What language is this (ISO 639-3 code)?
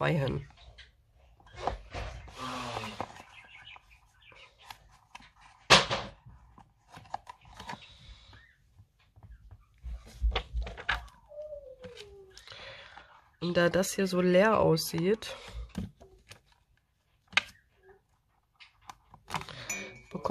deu